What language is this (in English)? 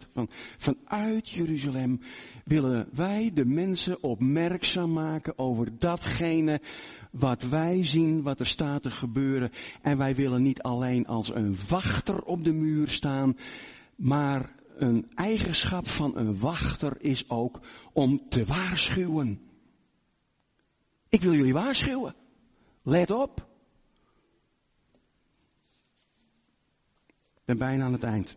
Dutch